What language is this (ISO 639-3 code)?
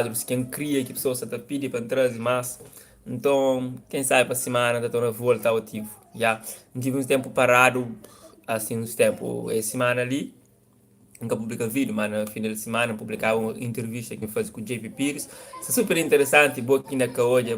kea